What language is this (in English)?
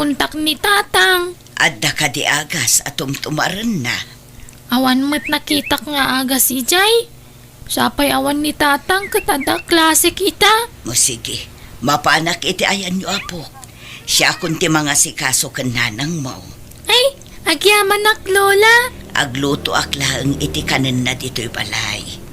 Iloko